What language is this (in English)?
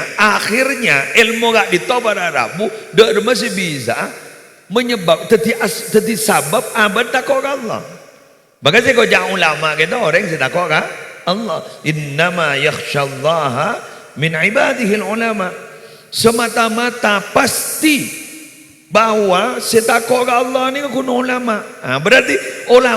Madurese